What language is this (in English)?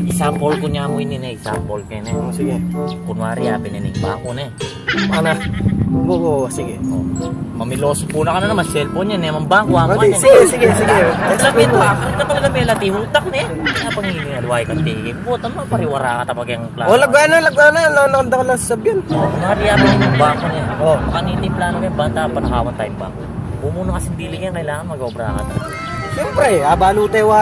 Pampanga